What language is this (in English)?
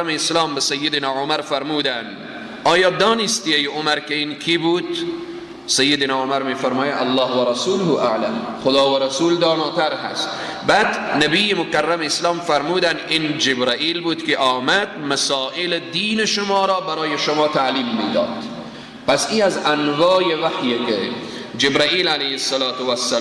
Persian